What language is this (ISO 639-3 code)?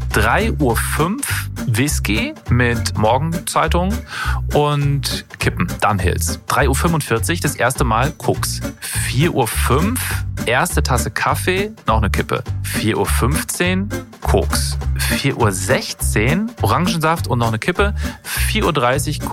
deu